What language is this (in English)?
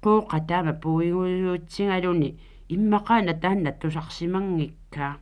Kalaallisut